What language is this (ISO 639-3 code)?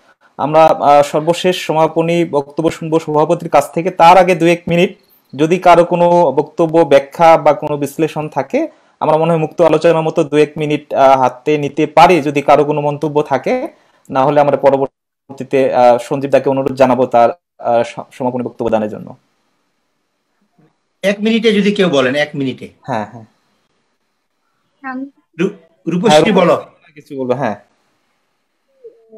ben